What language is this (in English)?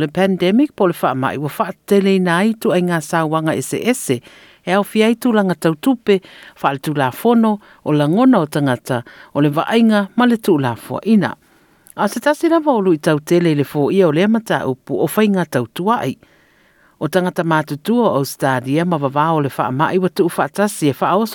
Samoan